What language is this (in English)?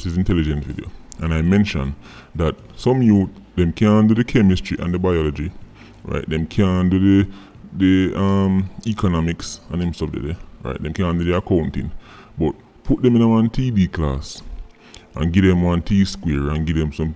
Jamaican Creole English